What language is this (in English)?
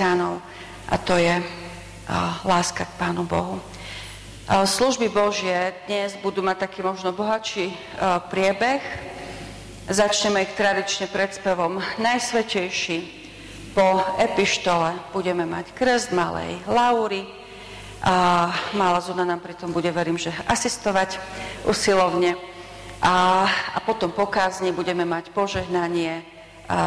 Slovak